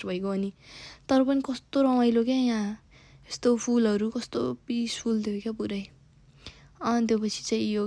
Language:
Nepali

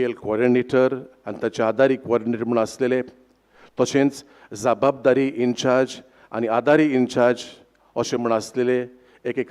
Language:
Konkani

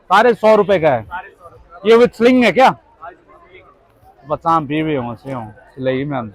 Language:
Manipuri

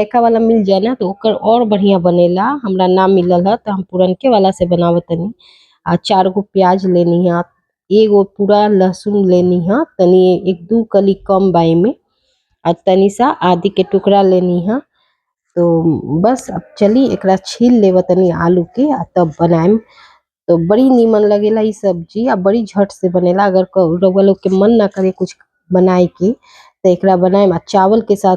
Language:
Bhojpuri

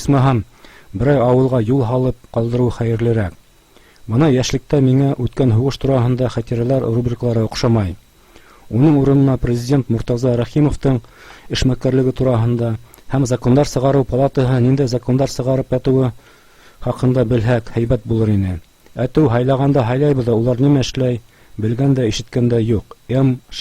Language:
Bashkir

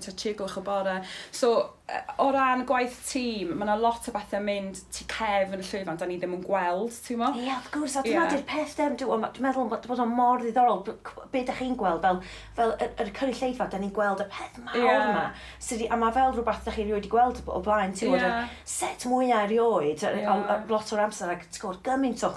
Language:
Welsh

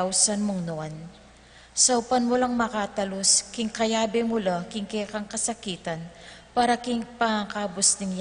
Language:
Pampanga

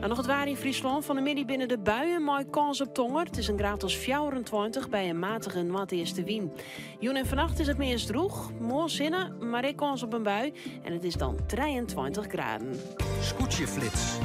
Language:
Western Frisian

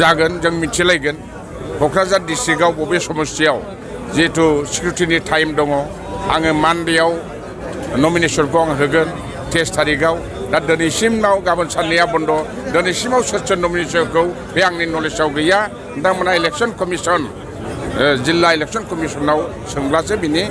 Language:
Bodo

